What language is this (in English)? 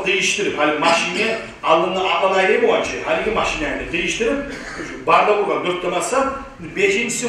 Kumyk